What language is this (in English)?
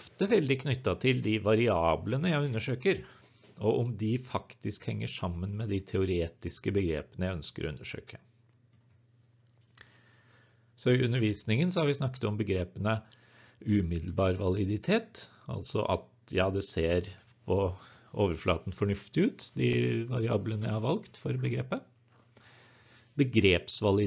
Norwegian